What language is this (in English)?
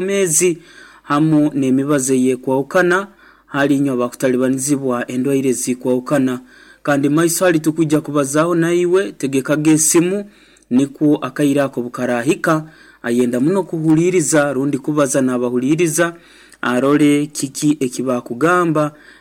Nyankole